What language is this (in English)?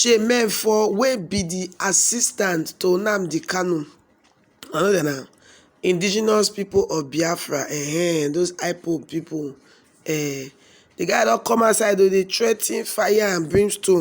Nigerian Pidgin